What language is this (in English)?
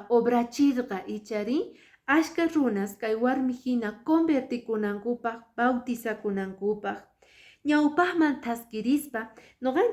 Quechua